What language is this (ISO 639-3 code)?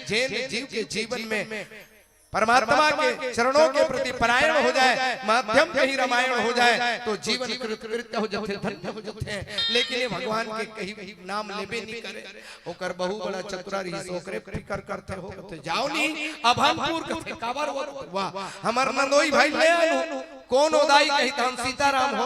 hne